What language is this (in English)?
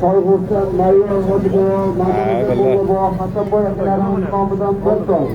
Uzbek